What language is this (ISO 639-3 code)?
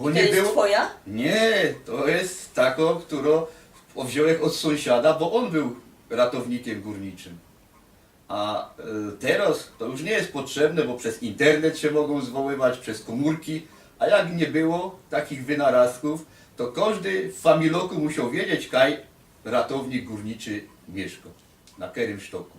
szl